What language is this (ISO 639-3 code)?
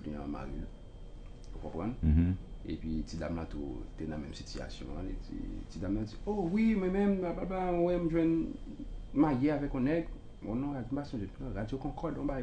hat